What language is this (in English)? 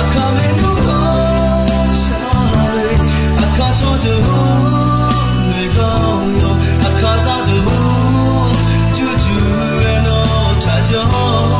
Akha